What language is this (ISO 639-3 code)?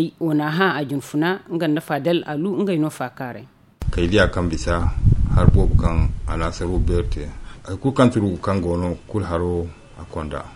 dje